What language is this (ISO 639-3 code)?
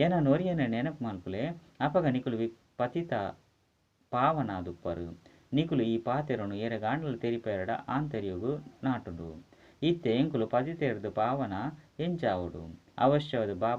tcy